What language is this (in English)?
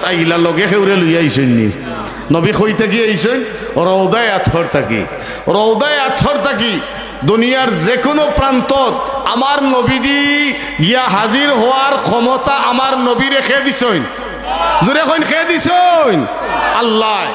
Sylheti